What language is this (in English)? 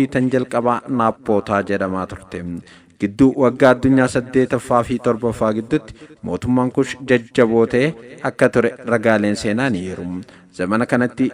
Oromo